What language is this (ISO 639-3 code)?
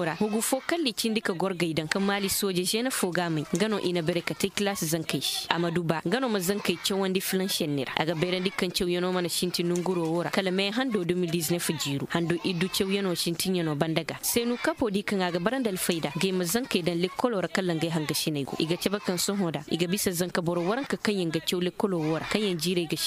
ses